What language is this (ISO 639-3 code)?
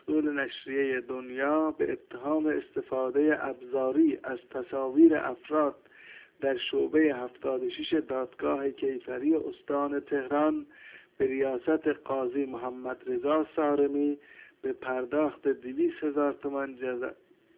fas